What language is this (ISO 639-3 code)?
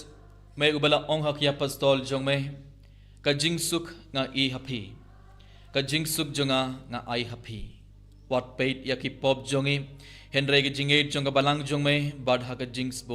kha